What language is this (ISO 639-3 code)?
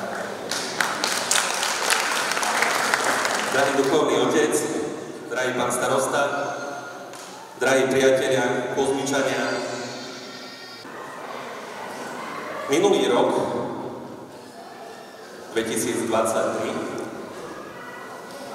slk